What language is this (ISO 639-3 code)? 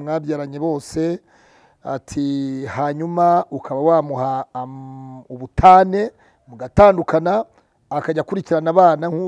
kin